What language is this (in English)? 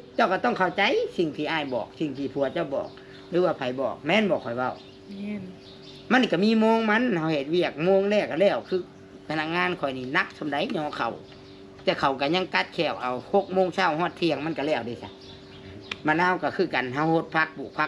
Lao